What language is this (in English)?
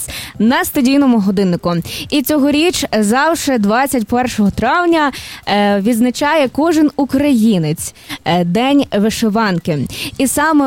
Ukrainian